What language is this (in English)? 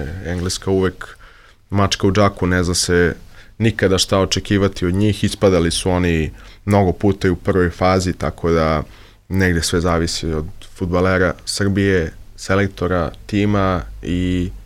Serbian